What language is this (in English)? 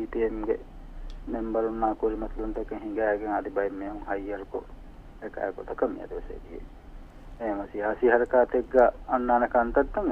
Divehi